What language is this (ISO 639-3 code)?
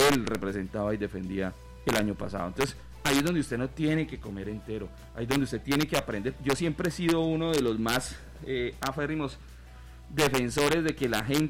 spa